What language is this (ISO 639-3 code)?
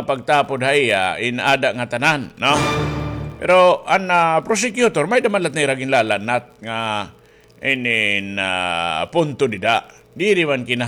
war